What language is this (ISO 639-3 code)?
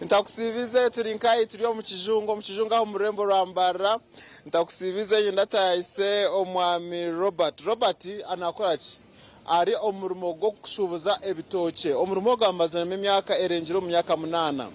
nyn